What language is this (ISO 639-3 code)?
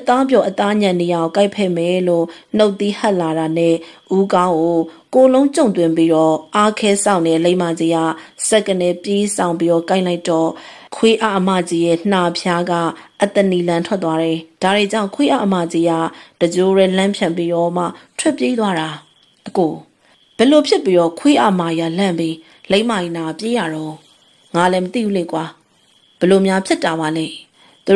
mya